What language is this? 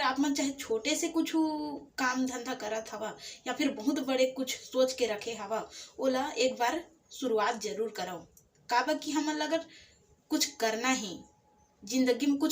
Chhattisgarhi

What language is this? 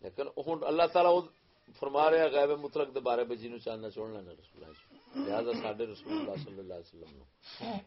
Saraiki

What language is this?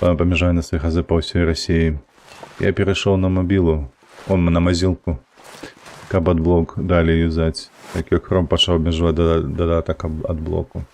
Belarusian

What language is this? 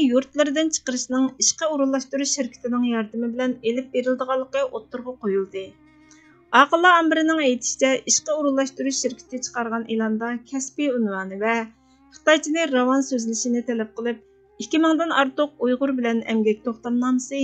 Uyghur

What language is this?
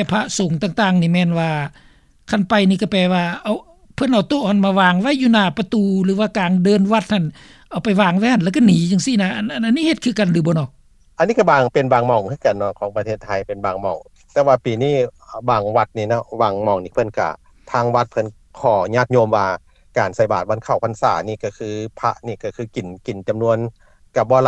Lao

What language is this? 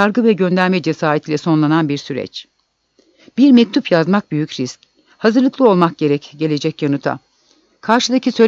Turkish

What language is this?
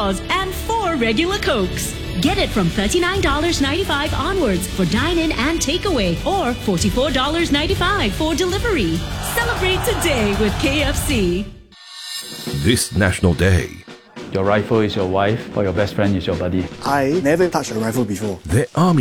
English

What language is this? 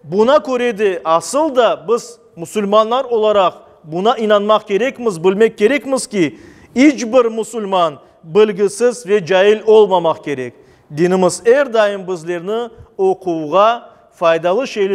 Crimean Tatar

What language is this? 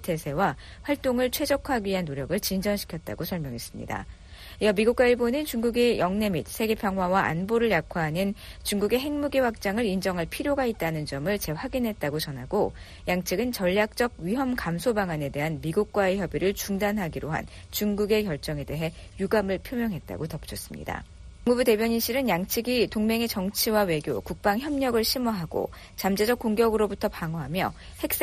Korean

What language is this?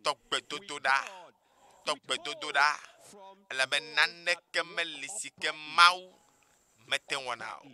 Ewe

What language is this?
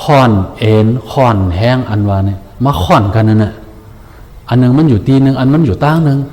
Shan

